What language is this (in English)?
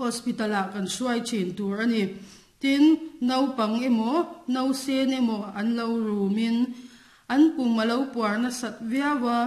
Mizo